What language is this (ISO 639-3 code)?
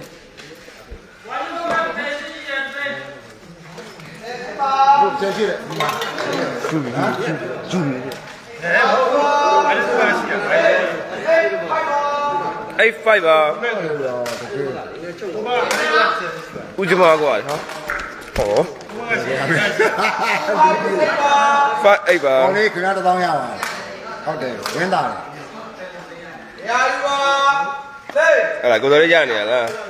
mya